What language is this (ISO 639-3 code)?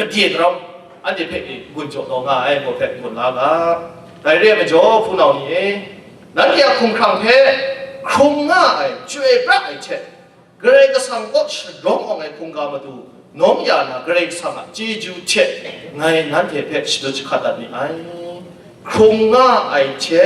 kac